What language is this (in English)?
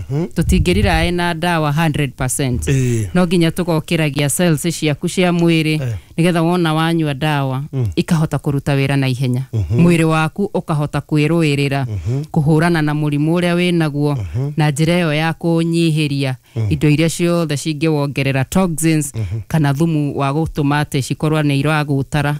Kikuyu